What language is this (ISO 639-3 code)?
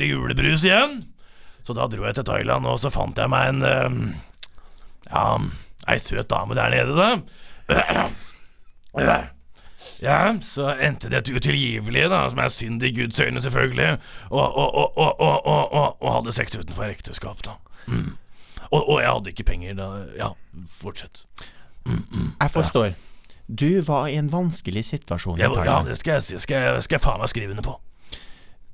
nor